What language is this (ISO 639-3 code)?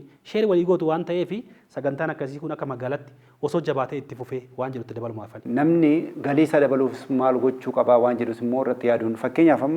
orm